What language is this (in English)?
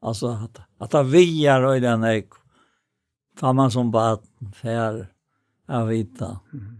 Faroese